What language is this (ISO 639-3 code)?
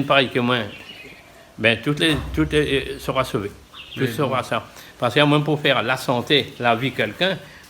rcf